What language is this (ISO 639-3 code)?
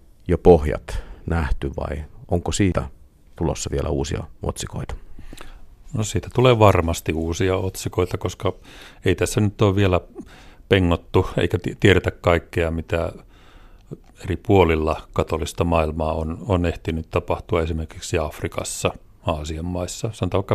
fin